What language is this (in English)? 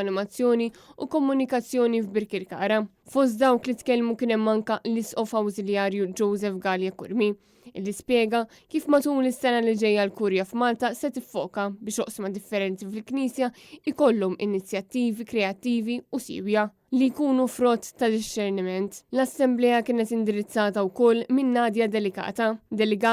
Maltese